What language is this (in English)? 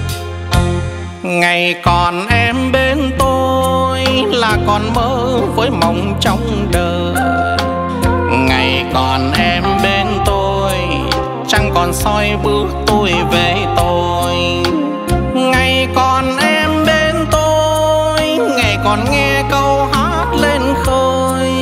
Vietnamese